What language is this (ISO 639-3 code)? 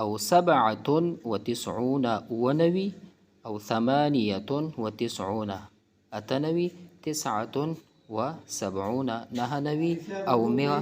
pus